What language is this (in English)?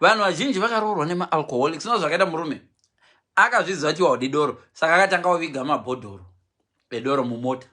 Shona